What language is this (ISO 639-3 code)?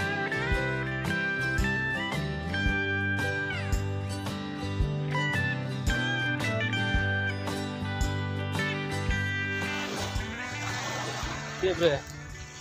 ind